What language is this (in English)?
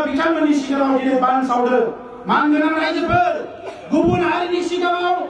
Bodo